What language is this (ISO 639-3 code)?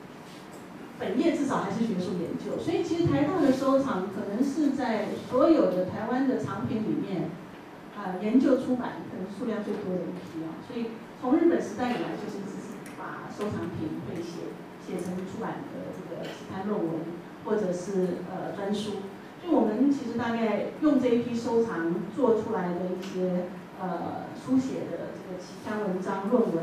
zho